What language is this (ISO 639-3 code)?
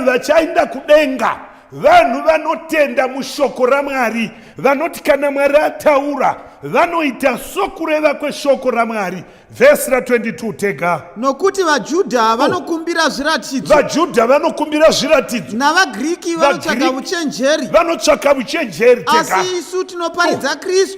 sna